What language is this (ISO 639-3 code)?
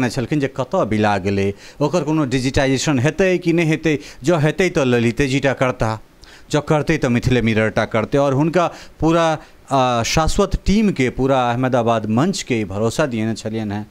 mai